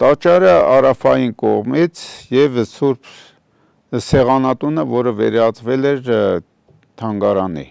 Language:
Armenian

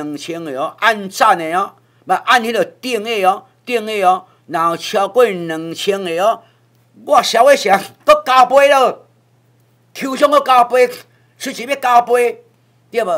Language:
Min Nan Chinese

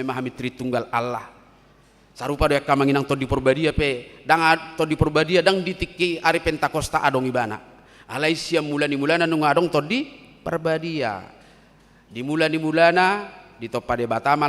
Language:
Batak Toba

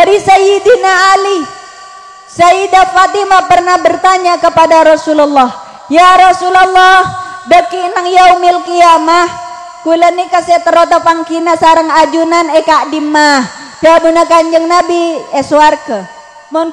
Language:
Madurese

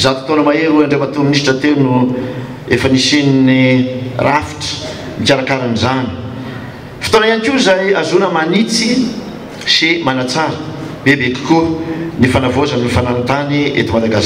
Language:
Malagasy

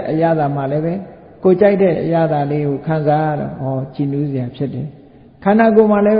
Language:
Burmese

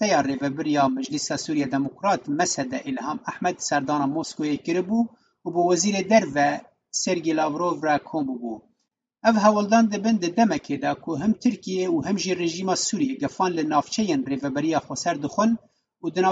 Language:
Kurdish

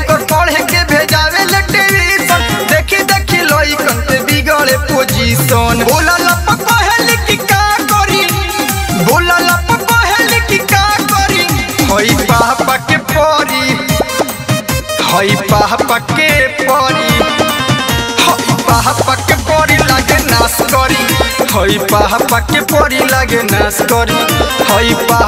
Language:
Bhojpuri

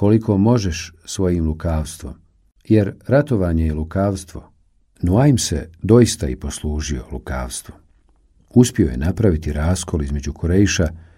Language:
Bosnian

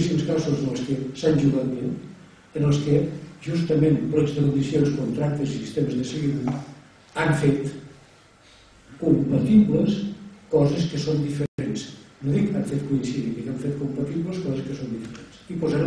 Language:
Catalan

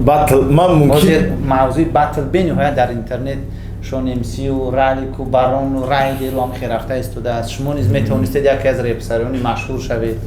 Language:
Tajik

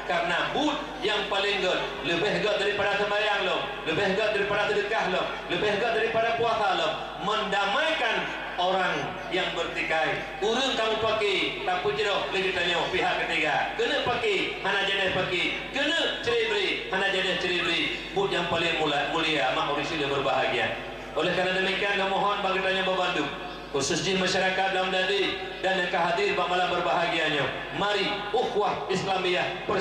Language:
Achinese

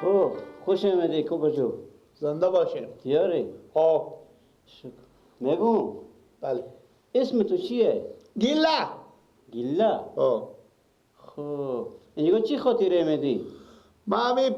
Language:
Persian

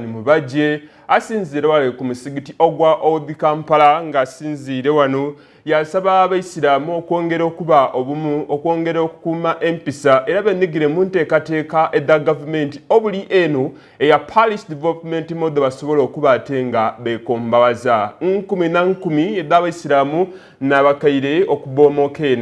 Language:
Soga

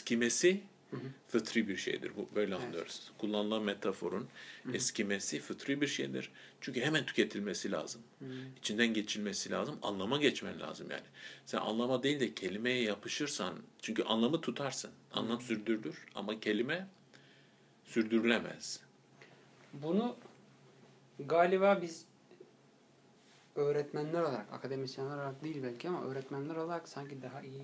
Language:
Turkish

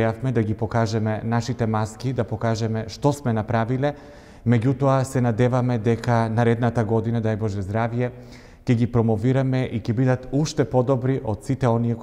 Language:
Macedonian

